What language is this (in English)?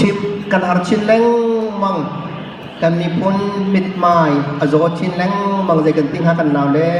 Hakha Chin